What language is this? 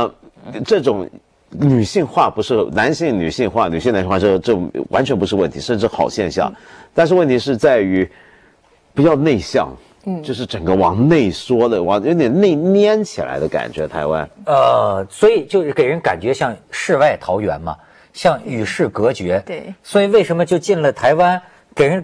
Chinese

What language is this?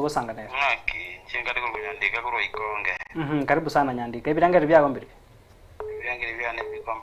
Gusii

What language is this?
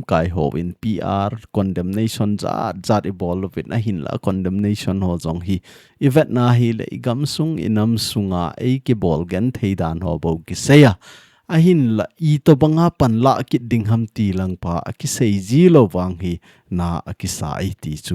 Thado Chin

